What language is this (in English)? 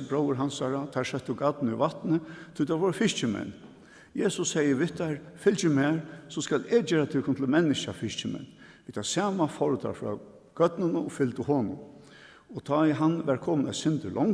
Faroese